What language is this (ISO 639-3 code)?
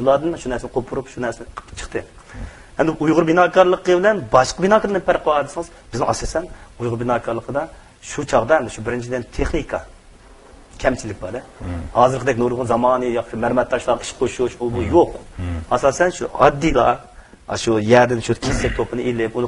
uig